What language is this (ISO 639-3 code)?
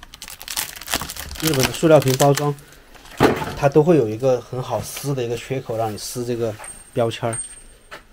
zho